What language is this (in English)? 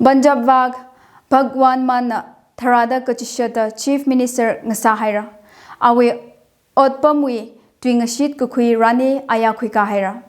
Tangkhul Naga (India)